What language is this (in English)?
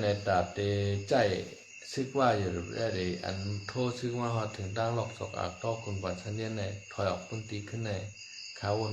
Shan